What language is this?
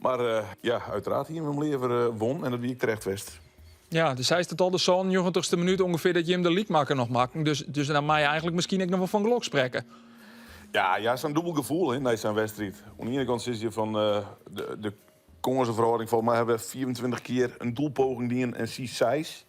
Western Frisian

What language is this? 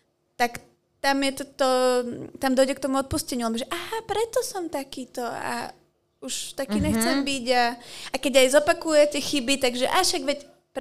Slovak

